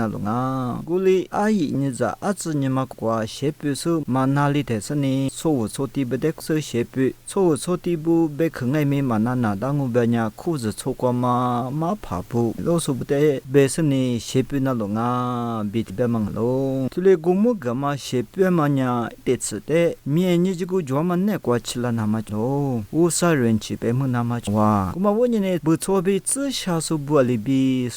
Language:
Lisu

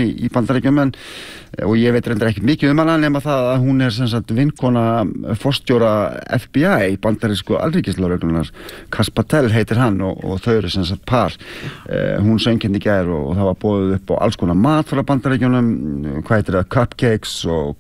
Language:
Icelandic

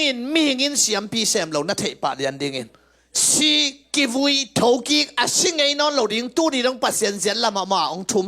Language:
Tedim Chin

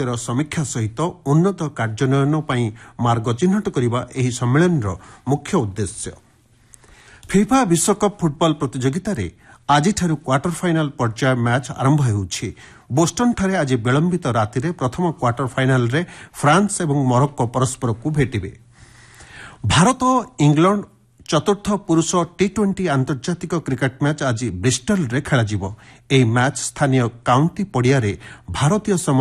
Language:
Odia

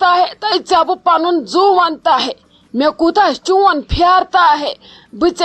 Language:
Kashmiri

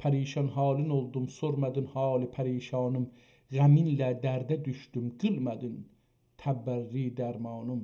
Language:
South Azerbaijani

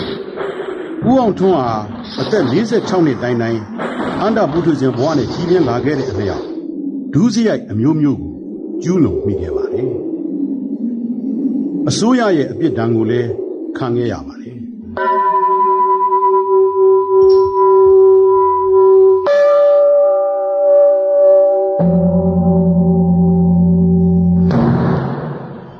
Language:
Burmese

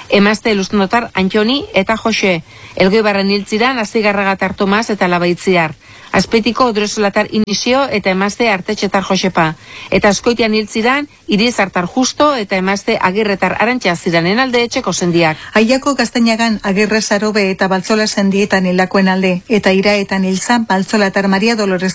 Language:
Basque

